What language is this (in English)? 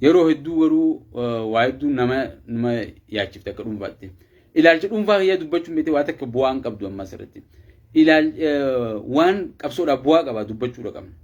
Oromo